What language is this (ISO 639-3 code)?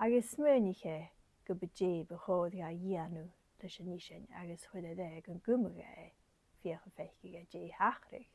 gla